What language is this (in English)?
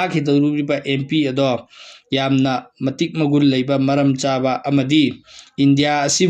Manipuri